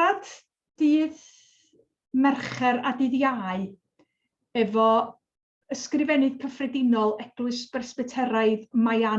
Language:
Welsh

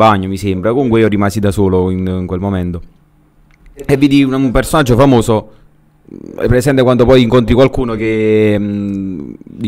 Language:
Italian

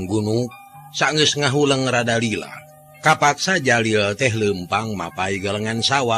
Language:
Sundanese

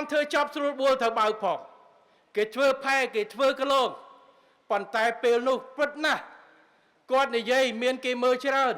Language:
Khmer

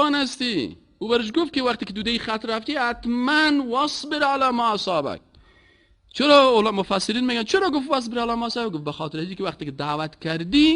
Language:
Persian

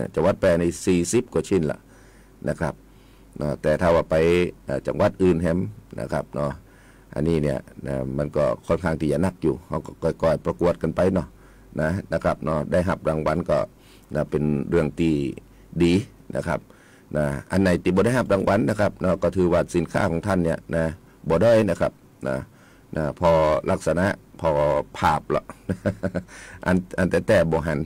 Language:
Thai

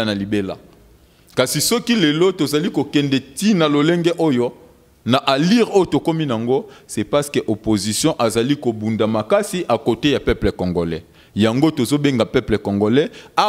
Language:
Lingala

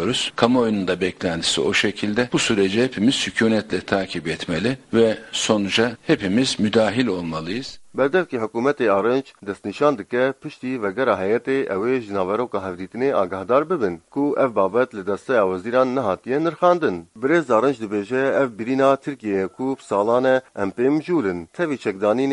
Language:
Kurdish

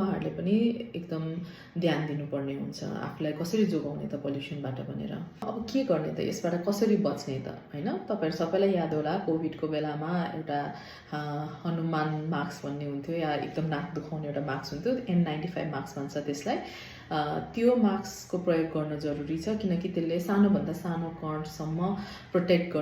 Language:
Nepali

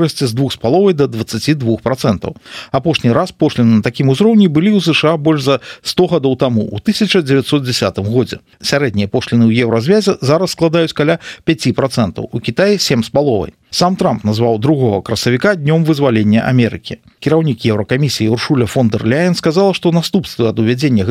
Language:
Belarusian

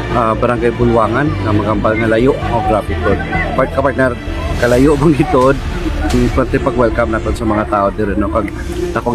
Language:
Hiligaynon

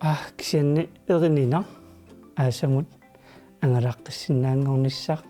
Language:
Kalaallisut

